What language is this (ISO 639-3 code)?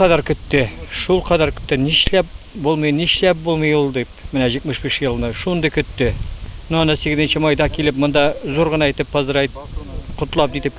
tat